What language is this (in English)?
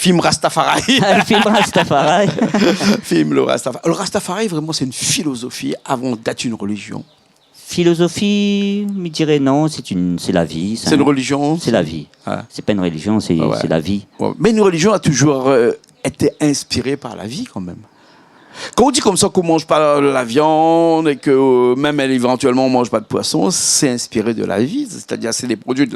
Réunion Creole French